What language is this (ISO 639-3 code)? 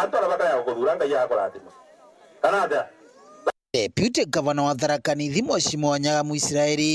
mer